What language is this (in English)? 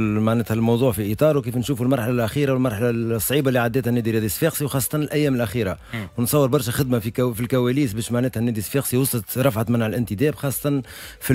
Tunisian Arabic